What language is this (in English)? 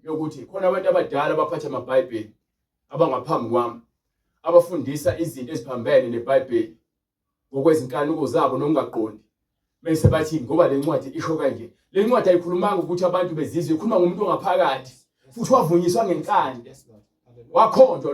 Zulu